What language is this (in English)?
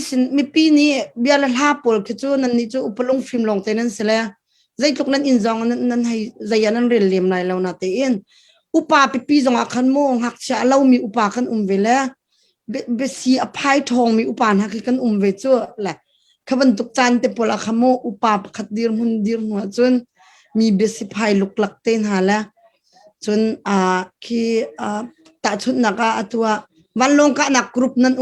Hakha Chin